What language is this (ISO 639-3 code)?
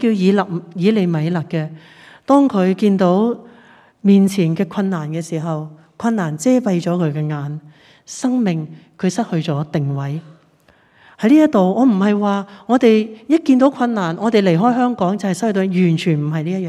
yue